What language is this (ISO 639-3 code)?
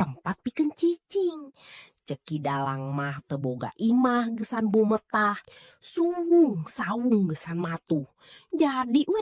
sun